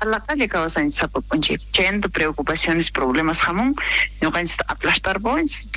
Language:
South Bolivian Quechua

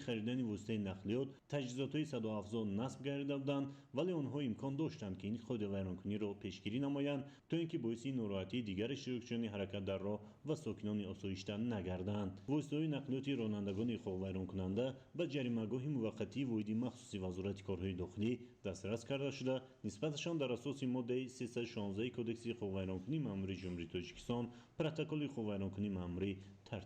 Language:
Tajik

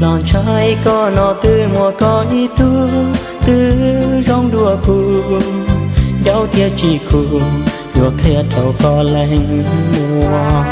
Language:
Hmong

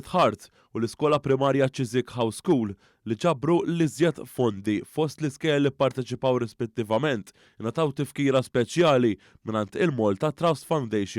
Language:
Maltese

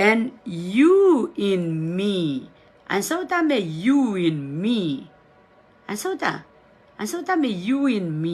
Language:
Pohnpeian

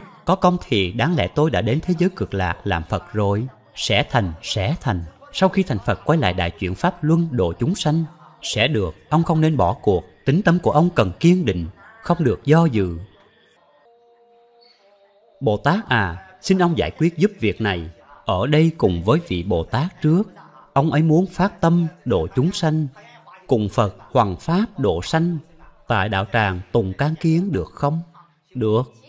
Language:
Vietnamese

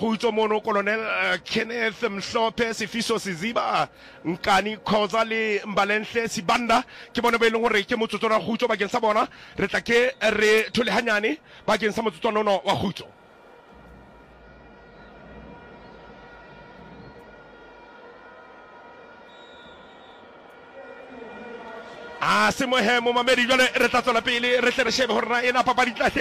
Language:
Southern Sotho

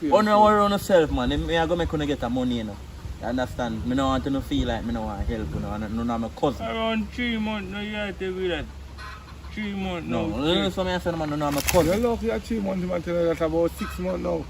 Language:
Jamaican Creole English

